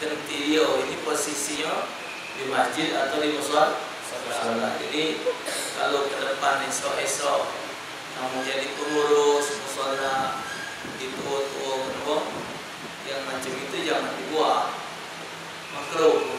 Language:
Musi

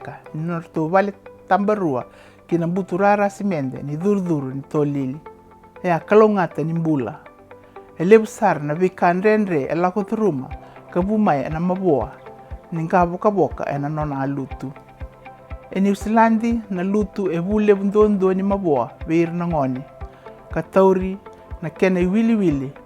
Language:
Fijian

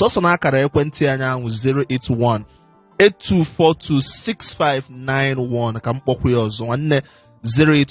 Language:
Igbo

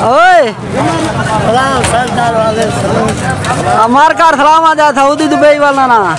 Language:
Saraiki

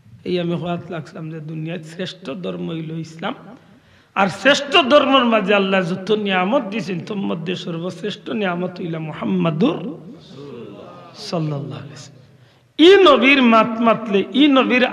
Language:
Sylheti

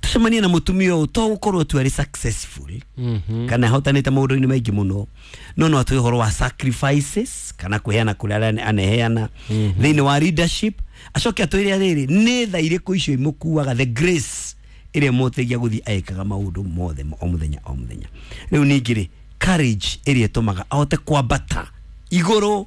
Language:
Kikuyu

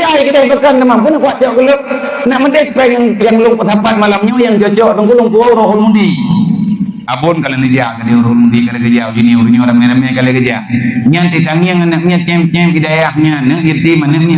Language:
Achinese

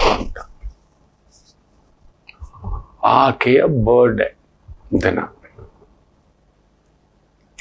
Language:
Kannada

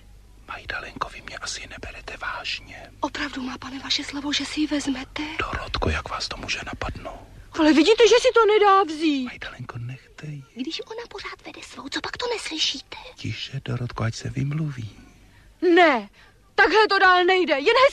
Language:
Czech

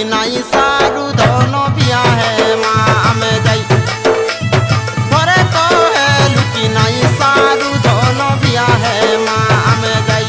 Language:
Sambalpuri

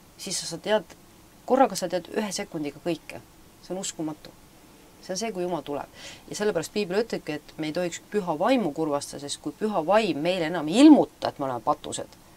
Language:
Estonian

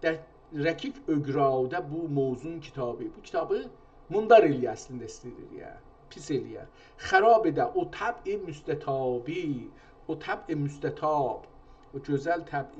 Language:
South Azerbaijani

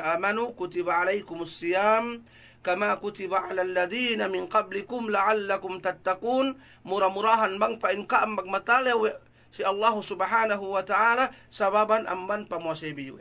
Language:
Yakan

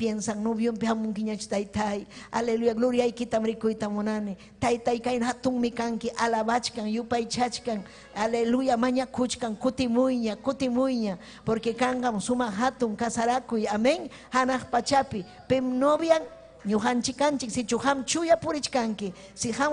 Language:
Ayacucho Quechua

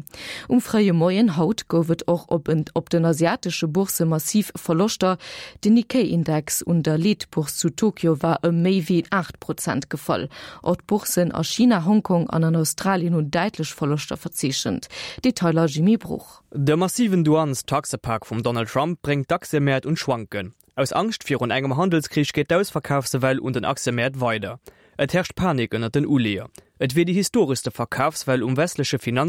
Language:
Luxembourgish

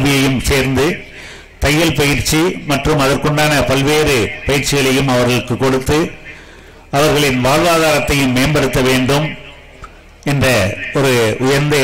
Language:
Tamil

